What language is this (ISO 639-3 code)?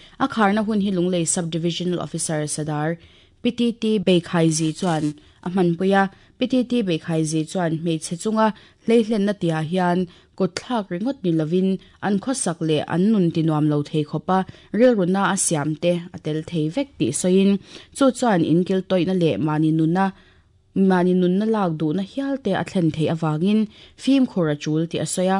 lus